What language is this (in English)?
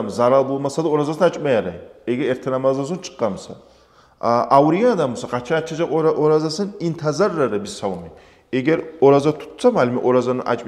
Kumyk